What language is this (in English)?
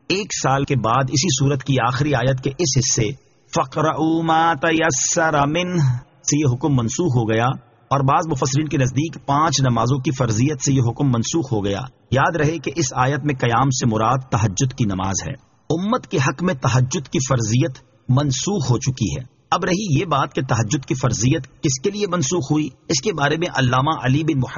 Urdu